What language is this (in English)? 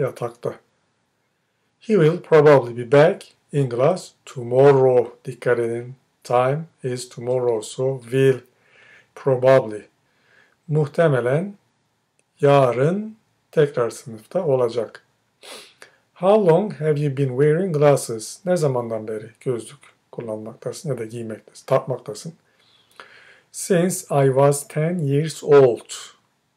Turkish